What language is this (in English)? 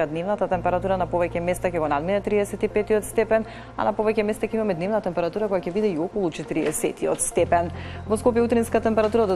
Macedonian